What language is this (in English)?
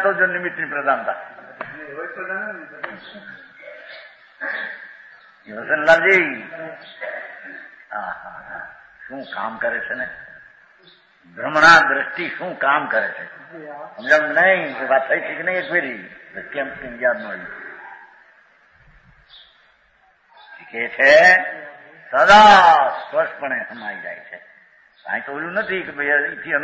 Gujarati